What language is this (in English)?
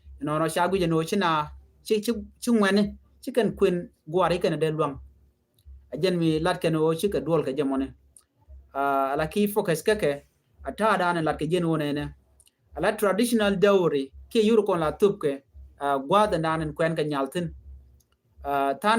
Nuer